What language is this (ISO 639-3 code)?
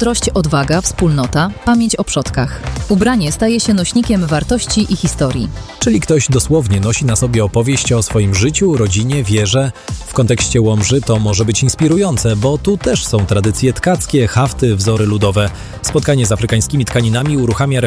pol